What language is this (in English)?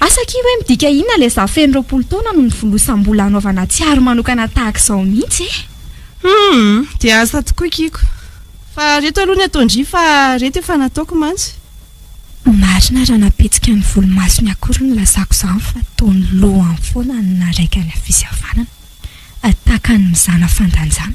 Malagasy